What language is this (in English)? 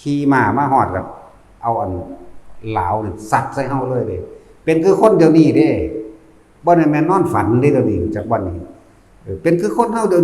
Northeastern Thai